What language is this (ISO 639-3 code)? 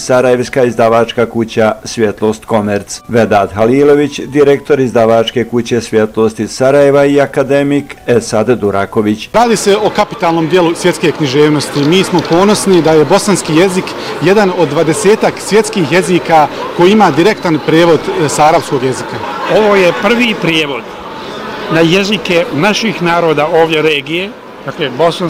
bos